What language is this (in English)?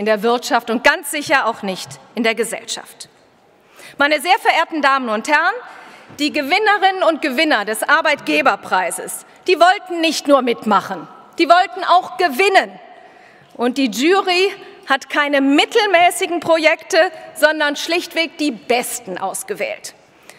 German